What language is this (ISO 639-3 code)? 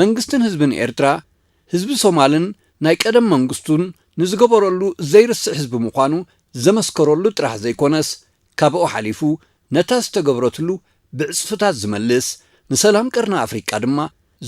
tir